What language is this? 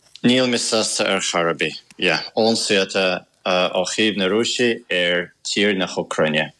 Irish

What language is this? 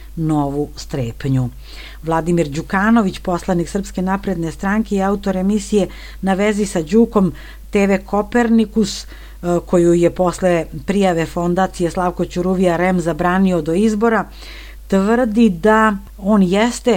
Serbian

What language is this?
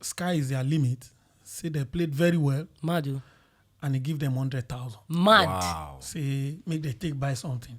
Nigerian Pidgin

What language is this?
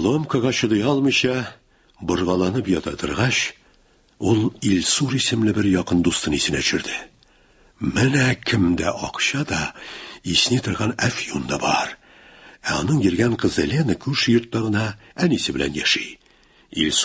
Tatar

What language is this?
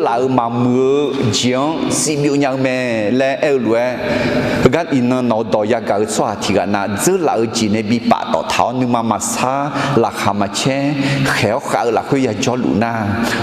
Akha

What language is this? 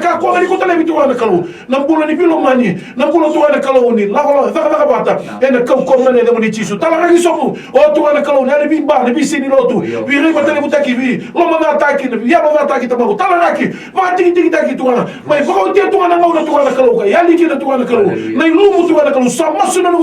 Fijian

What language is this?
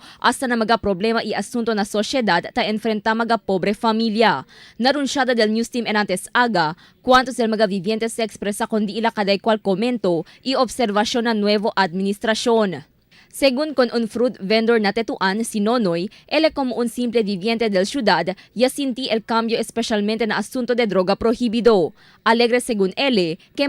Chavacano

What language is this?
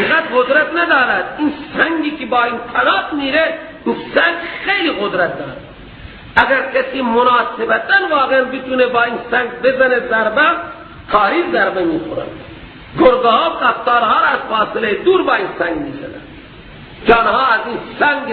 Persian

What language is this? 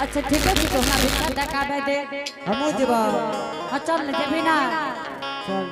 Angika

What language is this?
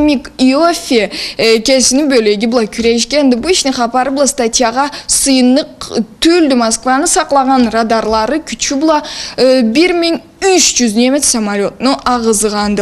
Karachay-Balkar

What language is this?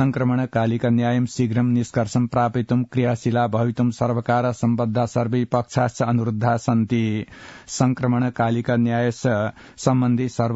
Sanskrit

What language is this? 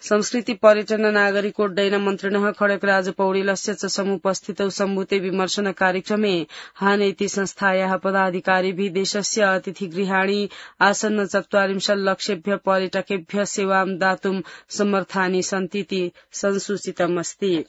Sanskrit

